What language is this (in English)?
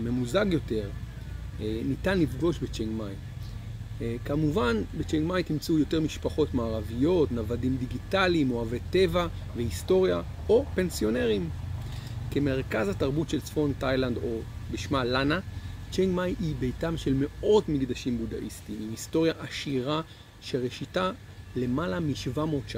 Hebrew